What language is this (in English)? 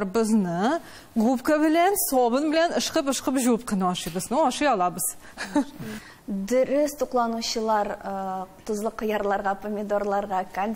Tatar